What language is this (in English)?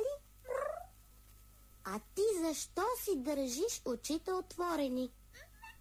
Bulgarian